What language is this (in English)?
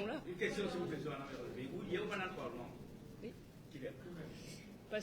Morisyen